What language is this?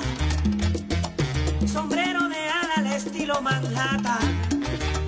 Spanish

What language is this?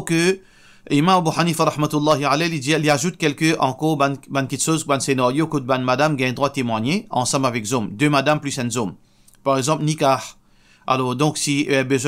Morisyen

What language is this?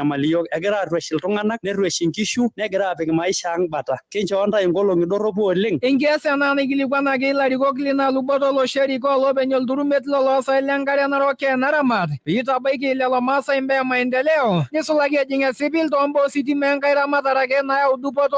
Masai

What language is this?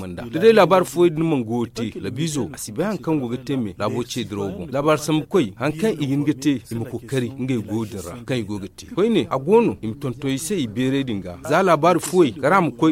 Zarma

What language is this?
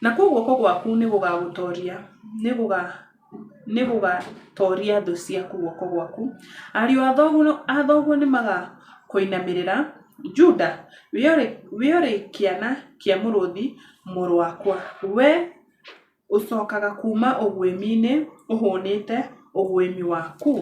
Kikuyu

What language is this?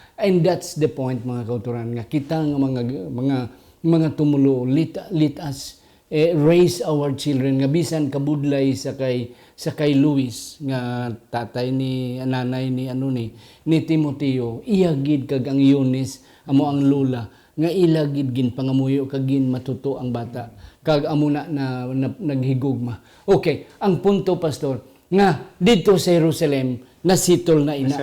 Hiligaynon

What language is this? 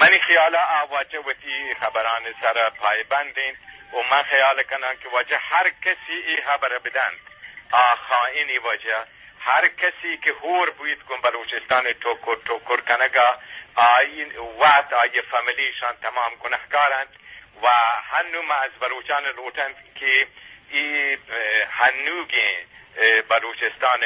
Eastern Balochi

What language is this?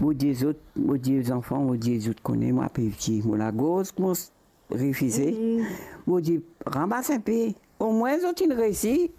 Morisyen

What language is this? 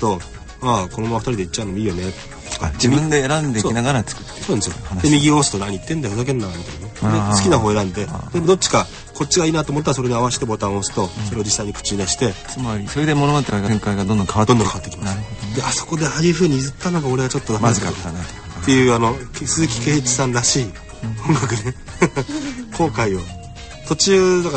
Japanese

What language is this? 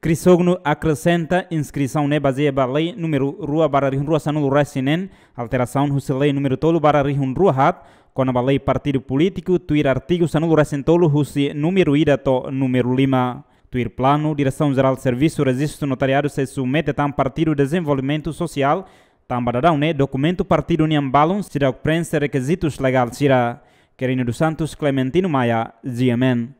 Tetum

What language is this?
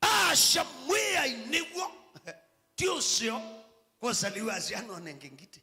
Kamba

